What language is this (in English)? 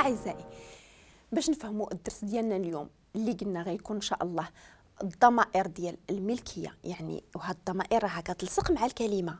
Moroccan Arabic